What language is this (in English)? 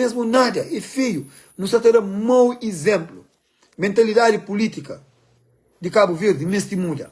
Kabuverdianu